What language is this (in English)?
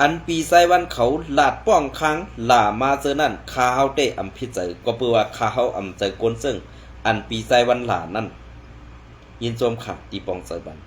Shan